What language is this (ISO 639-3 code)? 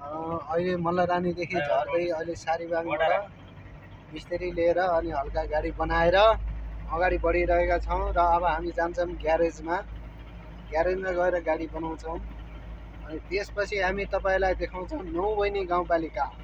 nep